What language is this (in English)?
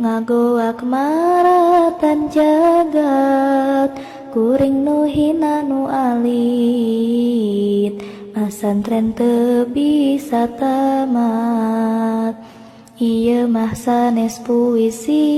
Sundanese